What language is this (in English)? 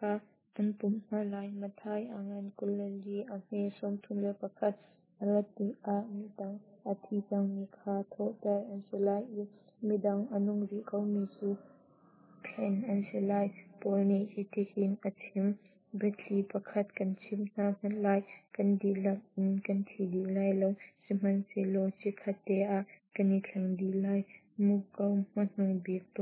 Hakha Chin